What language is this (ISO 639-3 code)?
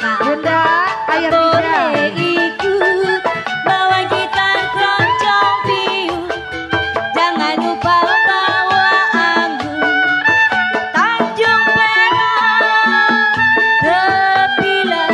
bew